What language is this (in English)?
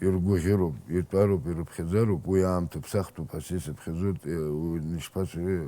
Abkhazian